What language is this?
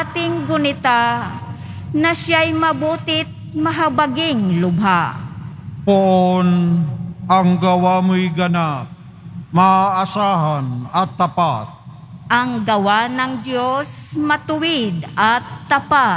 Filipino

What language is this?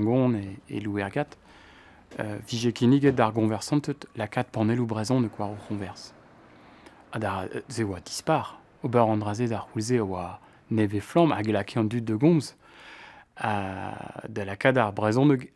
Breton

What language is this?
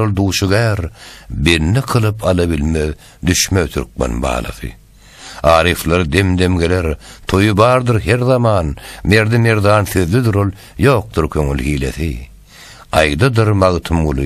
Turkmen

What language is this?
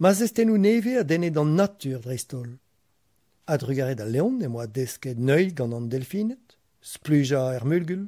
Breton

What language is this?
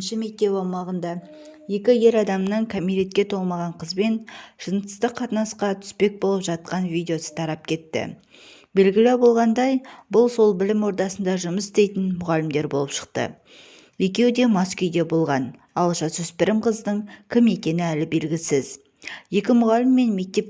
Kazakh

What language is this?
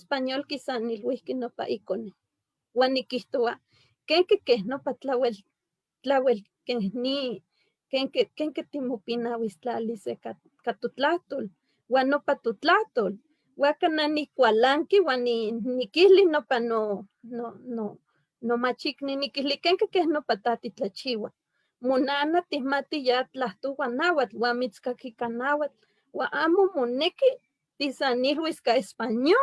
Eastern Huasteca Nahuatl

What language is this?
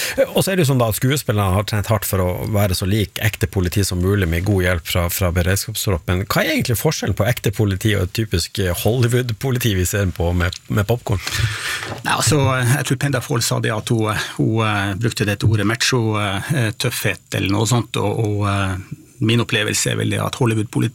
Norwegian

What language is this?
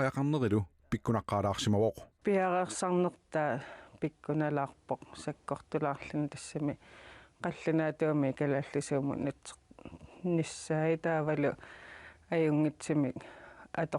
Kalaallisut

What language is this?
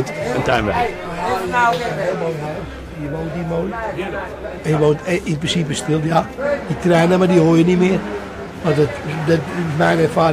Dutch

